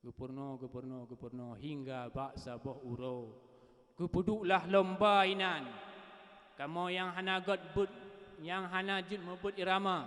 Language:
Achinese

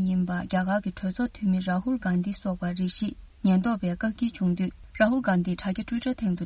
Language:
Tibetan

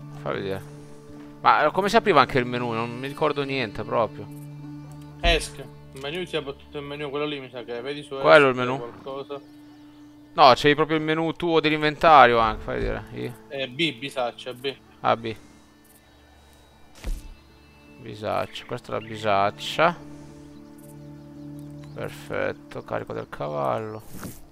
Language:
Italian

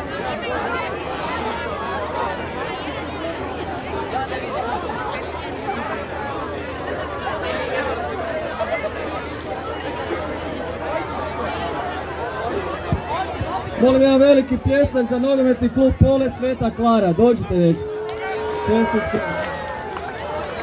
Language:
Croatian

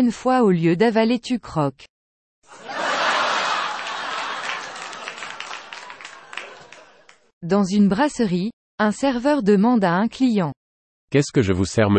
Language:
French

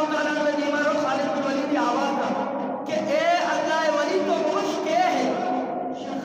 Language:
Eastern Balochi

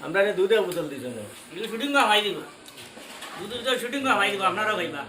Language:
Sylheti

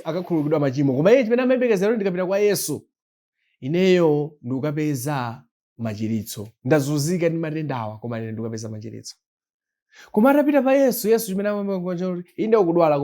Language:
Nyanja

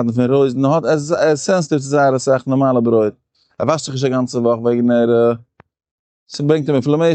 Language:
Yiddish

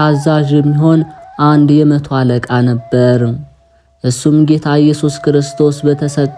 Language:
Amharic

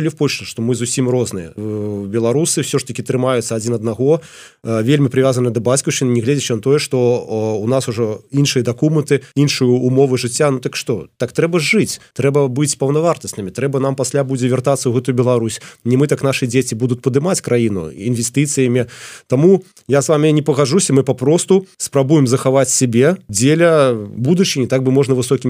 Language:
Belarusian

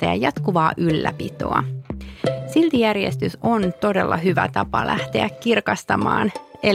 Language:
Finnish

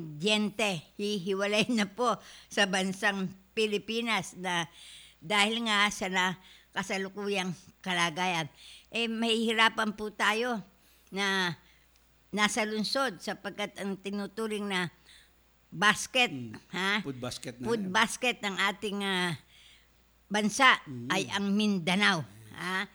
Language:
Filipino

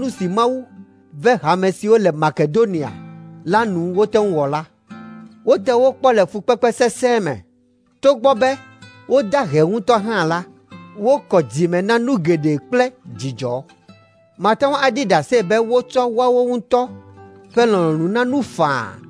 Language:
Ewe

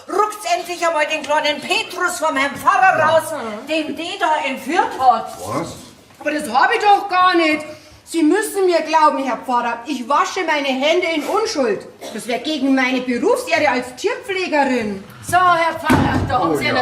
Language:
Bavarian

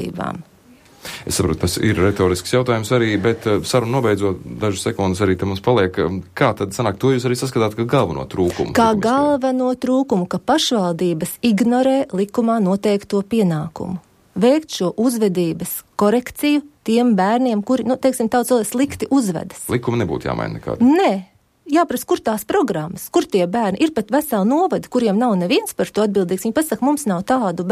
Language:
Latvian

